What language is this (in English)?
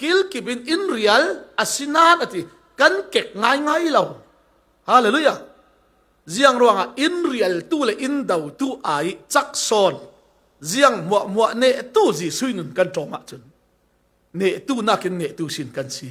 Falam Chin